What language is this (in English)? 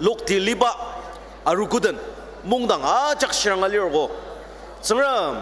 Ao Naga